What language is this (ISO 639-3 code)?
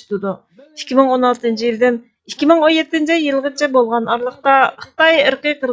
uig